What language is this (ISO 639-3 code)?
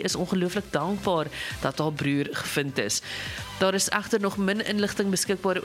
afr